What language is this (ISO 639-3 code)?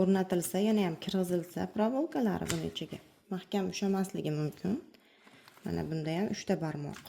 uzb